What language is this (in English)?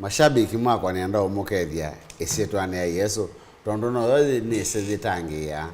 Kamba